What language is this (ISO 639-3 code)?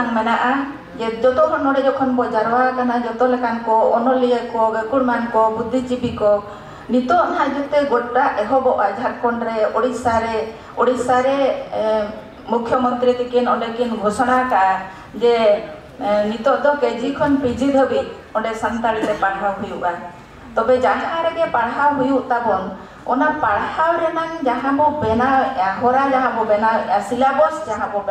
sat